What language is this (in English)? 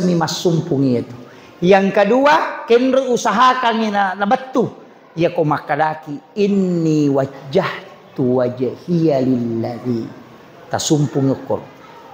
Buginese